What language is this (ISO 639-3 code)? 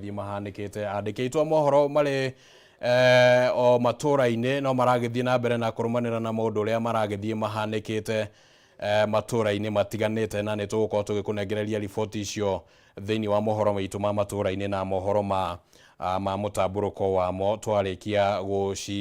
kik